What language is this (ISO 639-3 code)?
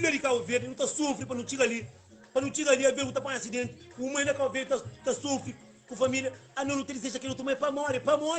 kea